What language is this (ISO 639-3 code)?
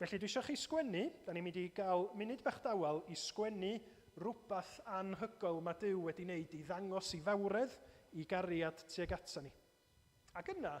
cym